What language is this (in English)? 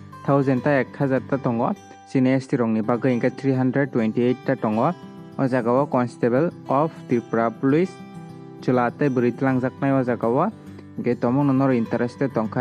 Kok Borok